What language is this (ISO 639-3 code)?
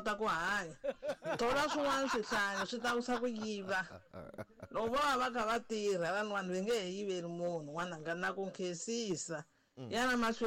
tso